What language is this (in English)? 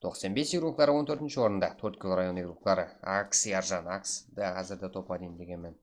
Kara-Kalpak